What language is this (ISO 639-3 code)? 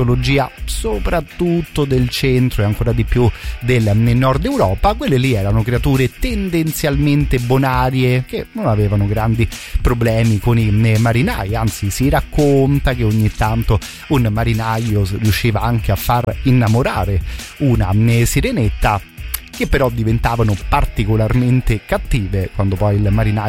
ita